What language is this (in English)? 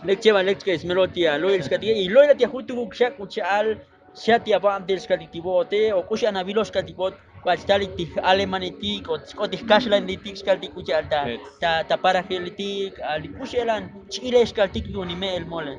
Tzotzil